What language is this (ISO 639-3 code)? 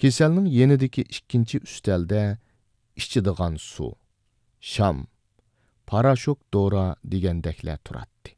uig